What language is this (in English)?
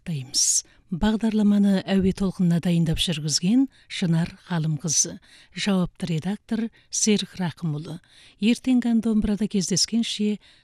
Kazakh